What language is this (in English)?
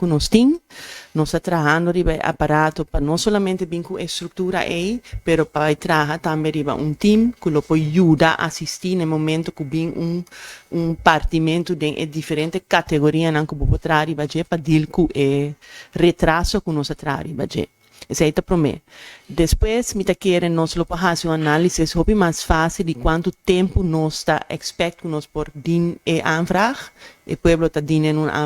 Papiamento